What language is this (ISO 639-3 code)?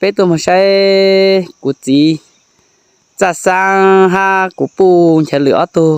hmn